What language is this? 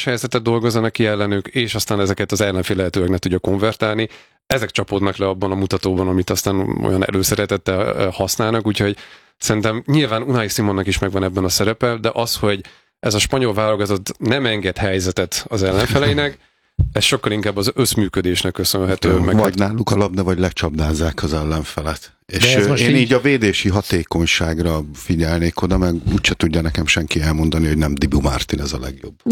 Hungarian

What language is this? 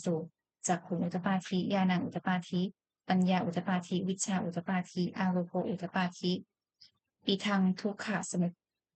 Pali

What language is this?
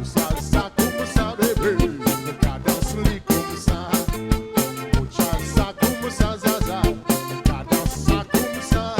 Seselwa Creole French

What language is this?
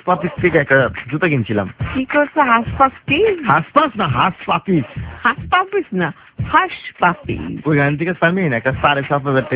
Bangla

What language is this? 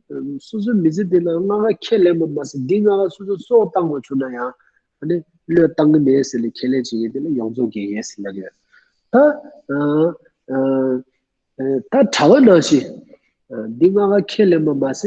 Tibetan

